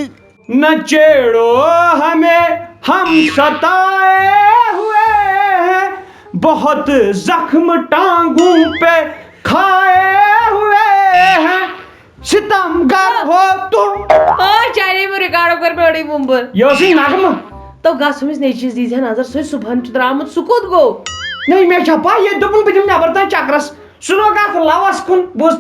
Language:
Kashmiri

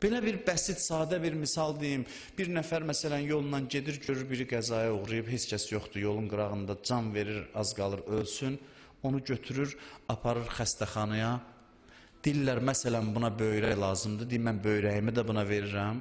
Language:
Azerbaijani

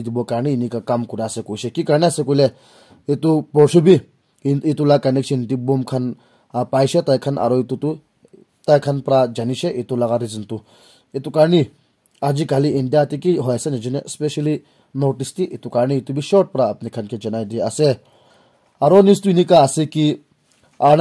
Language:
Naga Pidgin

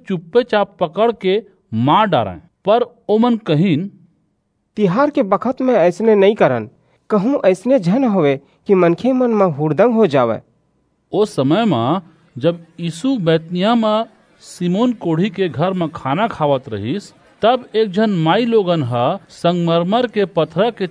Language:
Chhattisgarhi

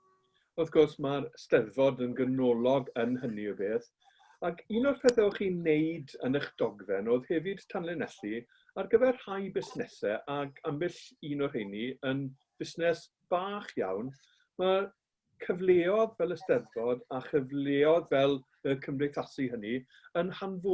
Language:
Welsh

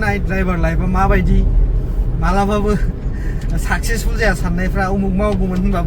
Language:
Bodo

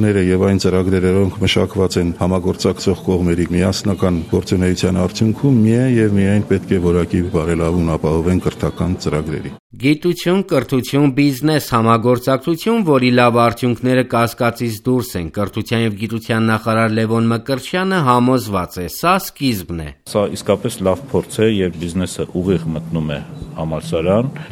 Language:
Armenian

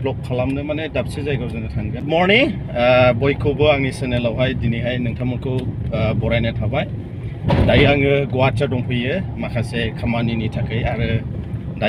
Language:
Bodo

